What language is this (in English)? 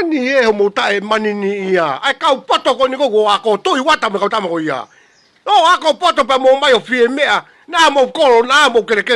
Tongan